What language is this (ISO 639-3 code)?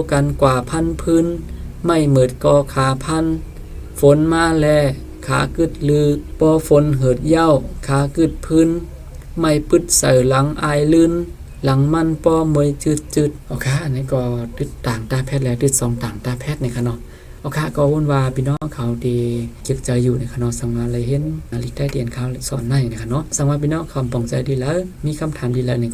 shn